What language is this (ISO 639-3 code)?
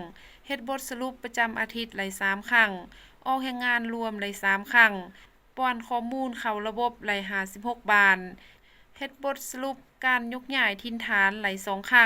lao